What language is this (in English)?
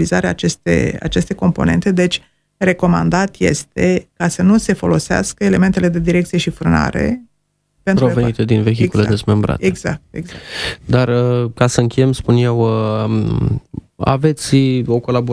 Romanian